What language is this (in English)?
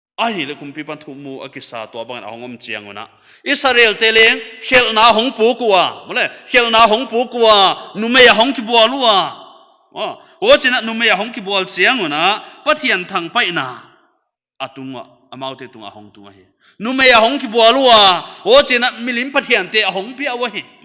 Paite Chin